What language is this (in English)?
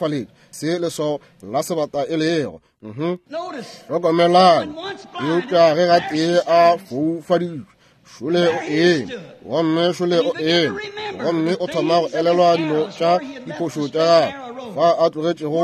Northern Sotho